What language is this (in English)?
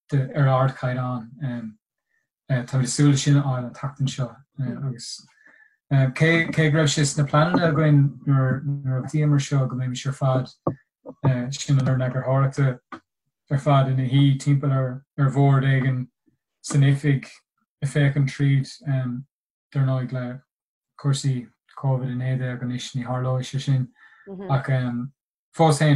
Irish